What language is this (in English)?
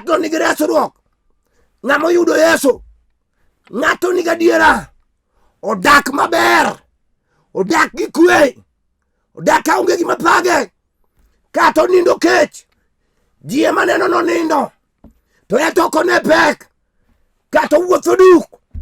Luo (Kenya and Tanzania)